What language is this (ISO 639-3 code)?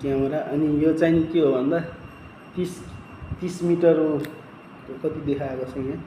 nep